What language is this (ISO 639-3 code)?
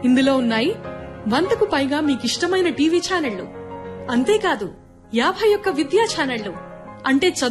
tel